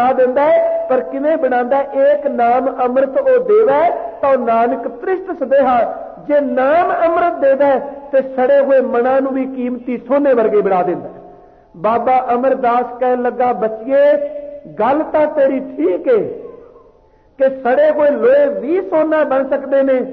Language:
Punjabi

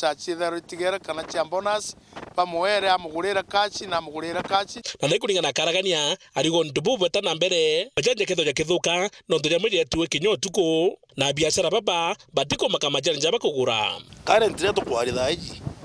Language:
Meru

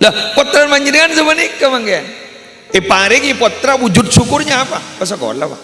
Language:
Madurese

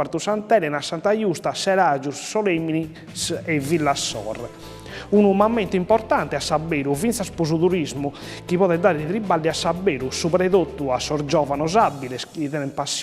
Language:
Sardinian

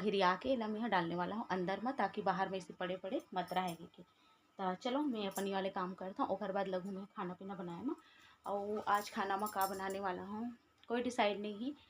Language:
Chhattisgarhi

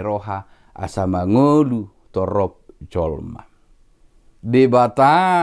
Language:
Batak Toba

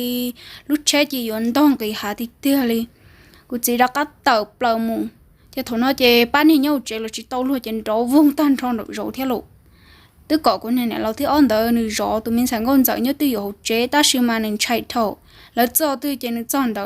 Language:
Hmong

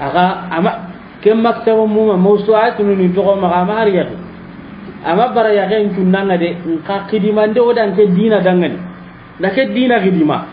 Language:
Soninke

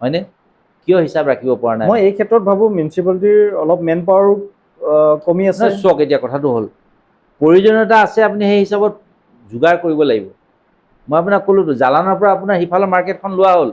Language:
Assamese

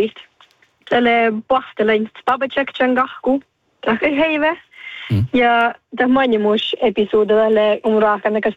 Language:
Northern Sami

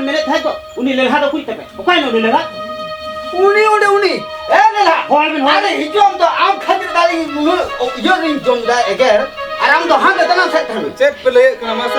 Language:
Santali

